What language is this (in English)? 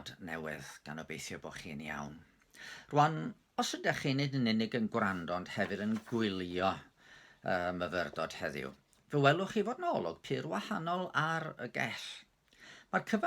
Welsh